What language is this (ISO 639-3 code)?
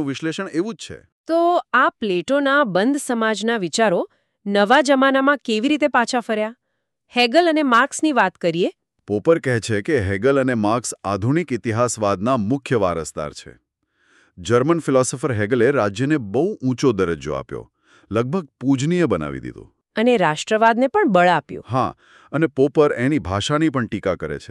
guj